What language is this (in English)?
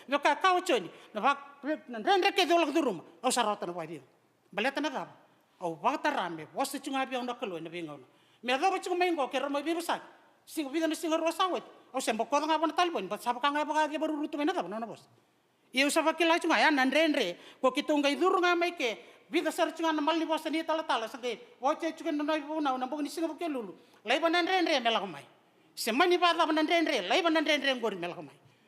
Fijian